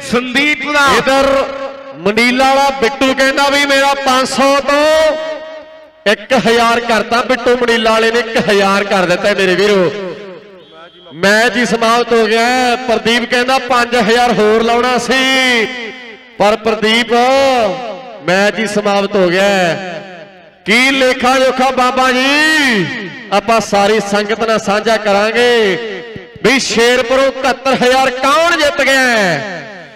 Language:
Punjabi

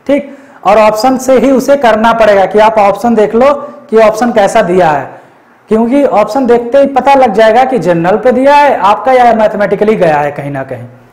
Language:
Hindi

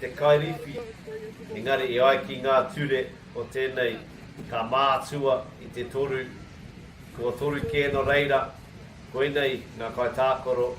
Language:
Māori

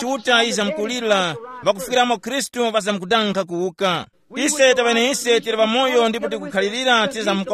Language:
Tumbuka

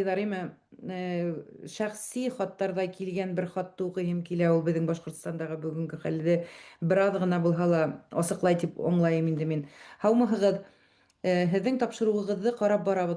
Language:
Bashkir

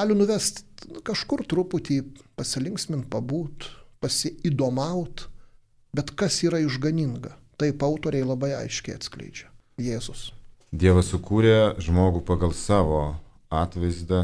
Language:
Lithuanian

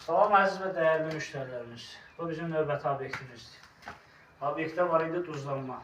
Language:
Azerbaijani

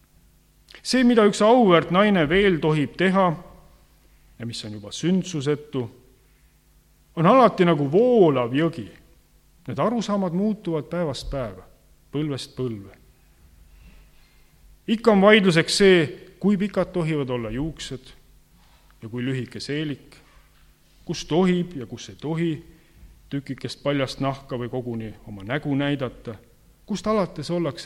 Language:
Estonian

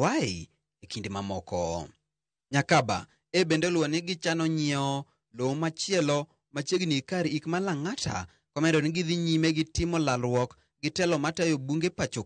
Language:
Luo (Kenya and Tanzania)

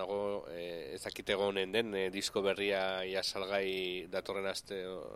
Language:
Basque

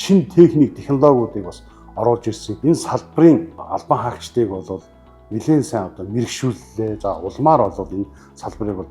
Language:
Mongolian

